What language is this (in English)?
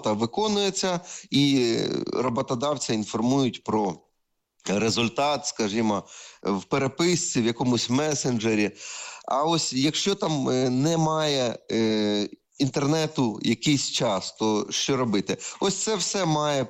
Ukrainian